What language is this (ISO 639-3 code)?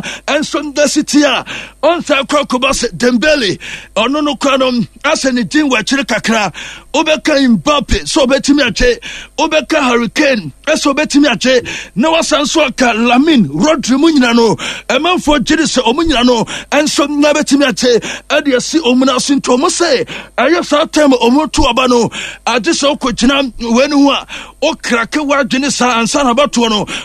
aka